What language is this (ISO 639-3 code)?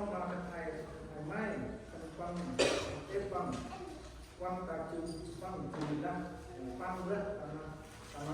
cmo